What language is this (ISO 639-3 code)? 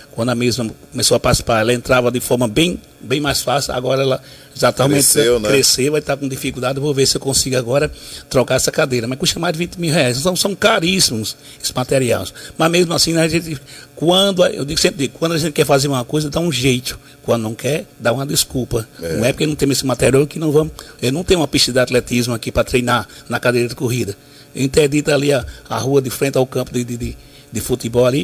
por